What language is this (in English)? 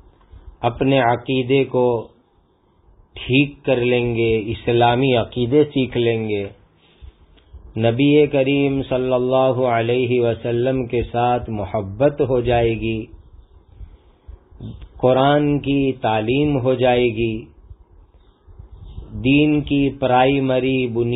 Urdu